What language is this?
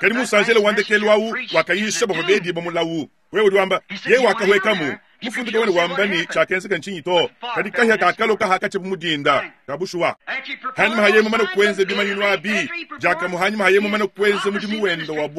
Luba-Lulua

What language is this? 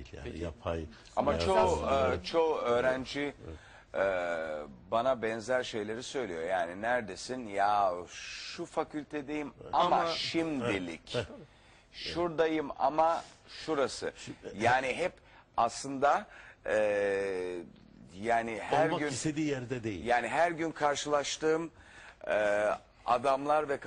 Turkish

